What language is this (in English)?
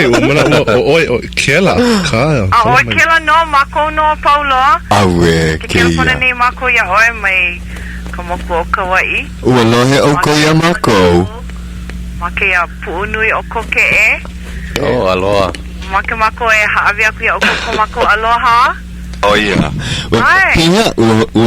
Hawaiian